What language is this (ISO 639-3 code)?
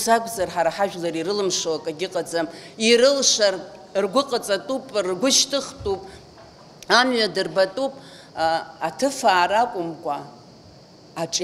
abk